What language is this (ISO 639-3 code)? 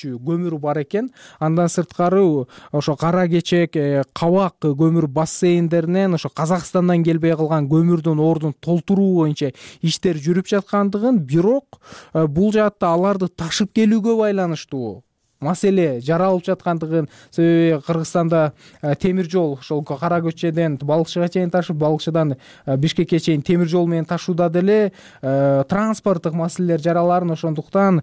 kir